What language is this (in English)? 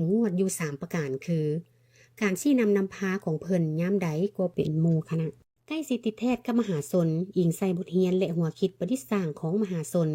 Lao